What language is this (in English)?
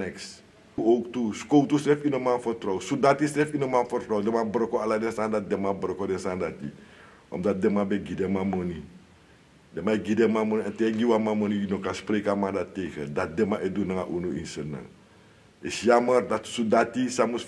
Sranan Tongo